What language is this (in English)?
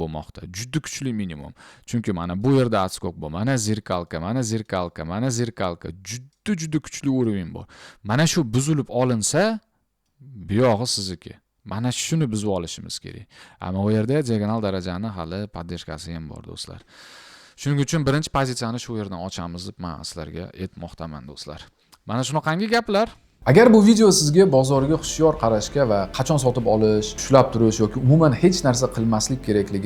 Uzbek